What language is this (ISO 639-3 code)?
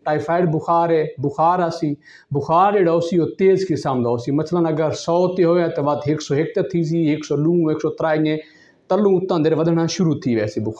skr